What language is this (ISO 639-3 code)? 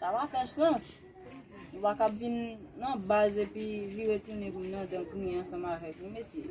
hat